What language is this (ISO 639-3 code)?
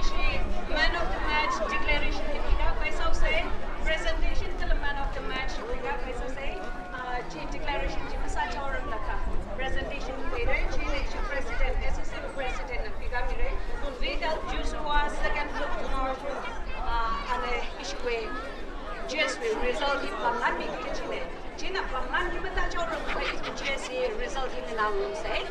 nmf